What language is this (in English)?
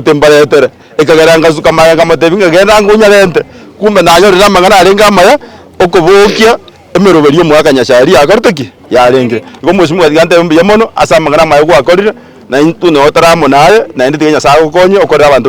Gusii